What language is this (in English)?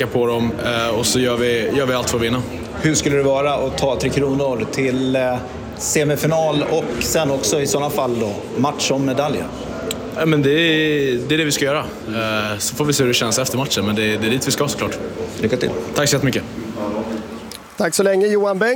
Swedish